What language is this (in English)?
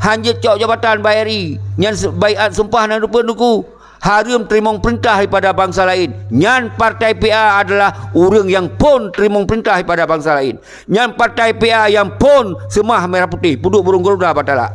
Achinese